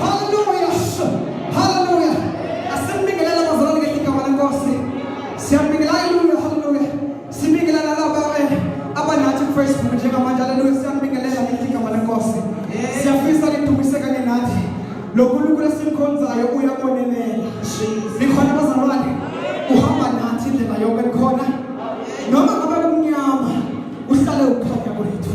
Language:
Xhosa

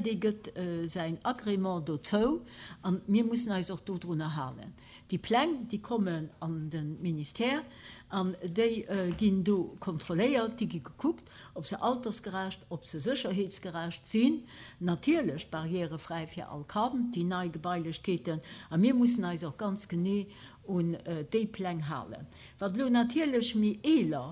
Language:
Luxembourgish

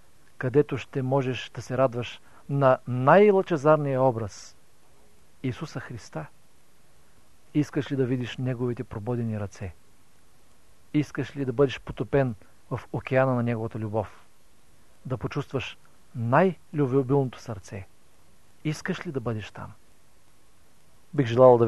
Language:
Bulgarian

